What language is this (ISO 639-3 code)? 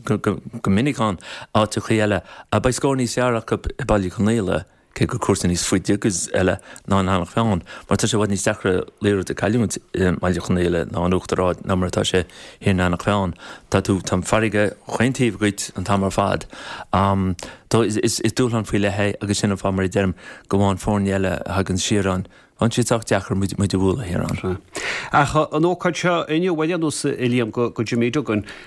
gle